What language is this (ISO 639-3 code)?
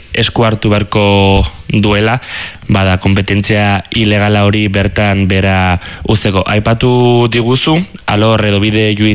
eus